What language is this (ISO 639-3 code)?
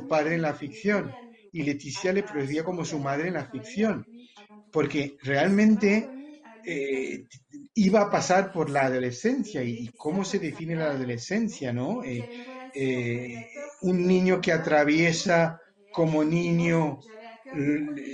spa